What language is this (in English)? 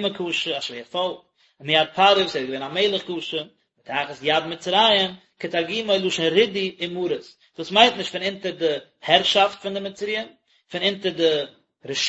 Yiddish